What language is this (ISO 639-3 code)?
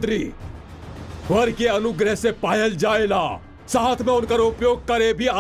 bho